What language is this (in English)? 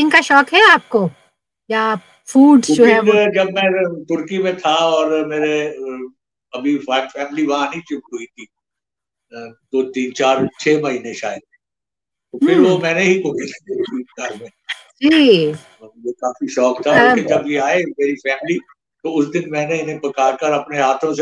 Urdu